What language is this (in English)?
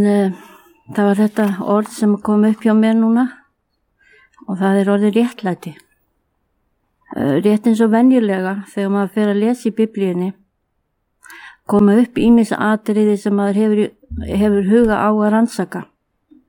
Icelandic